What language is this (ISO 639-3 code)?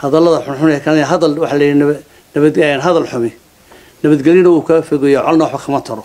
som